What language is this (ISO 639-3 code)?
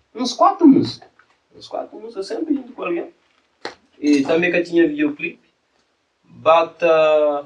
kea